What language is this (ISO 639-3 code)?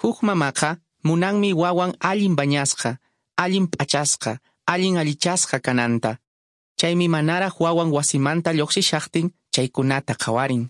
que